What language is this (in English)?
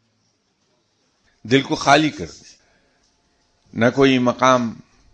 Urdu